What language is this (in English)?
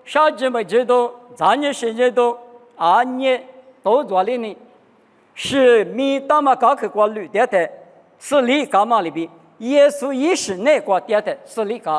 Lisu